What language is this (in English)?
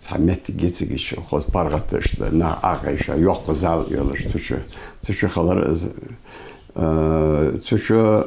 Ingush